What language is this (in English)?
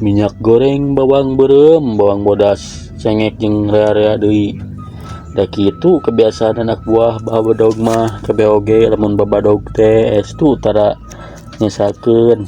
Sundanese